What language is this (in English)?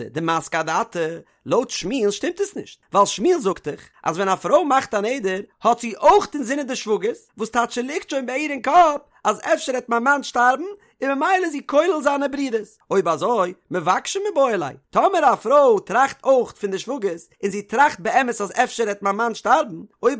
Yiddish